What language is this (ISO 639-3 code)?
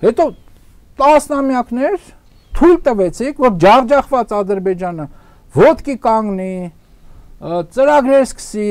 hye